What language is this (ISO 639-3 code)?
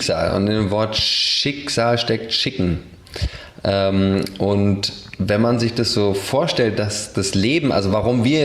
deu